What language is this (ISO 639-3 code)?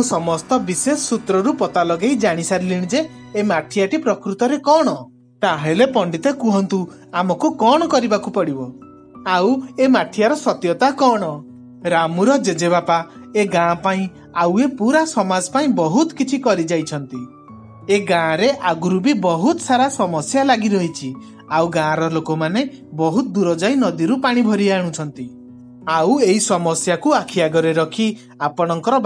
ori